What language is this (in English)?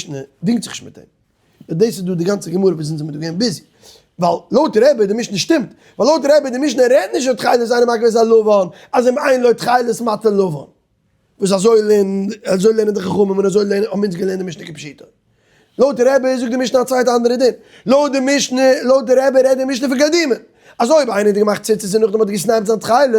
Yiddish